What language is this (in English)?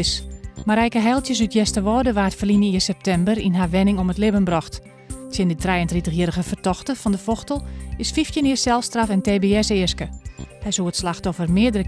Western Frisian